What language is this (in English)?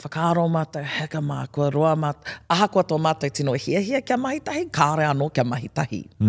Māori